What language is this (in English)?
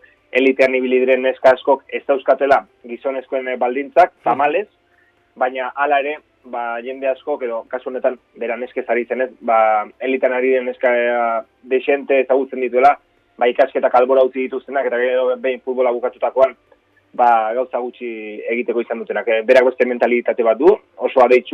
Basque